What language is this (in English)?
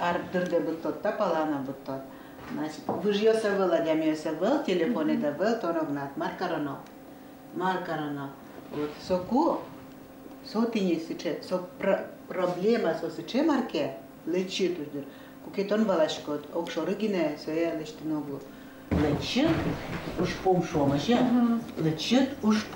Udmurt